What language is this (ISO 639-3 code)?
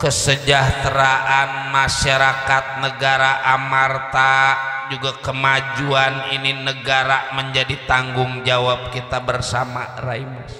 bew